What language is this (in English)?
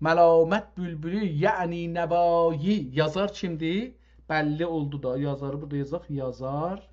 South Azerbaijani